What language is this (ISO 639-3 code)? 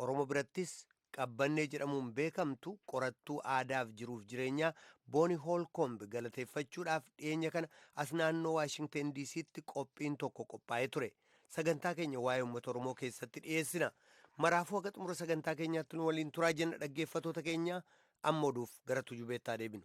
orm